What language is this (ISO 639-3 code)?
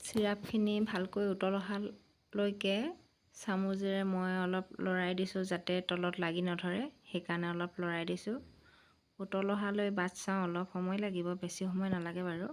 asm